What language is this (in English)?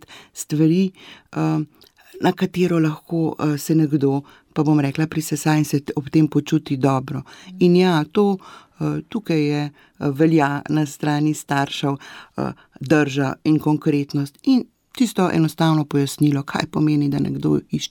Slovenian